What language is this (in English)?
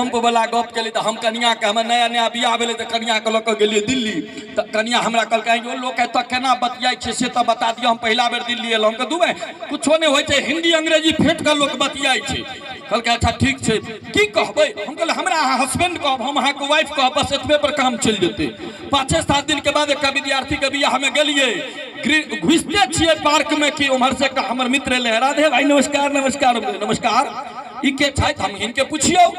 Maithili